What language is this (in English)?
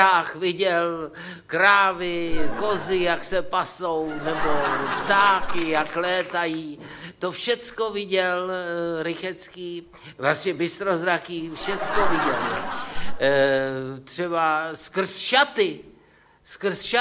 Czech